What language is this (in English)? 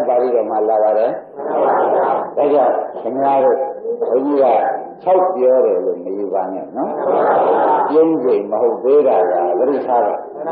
Burmese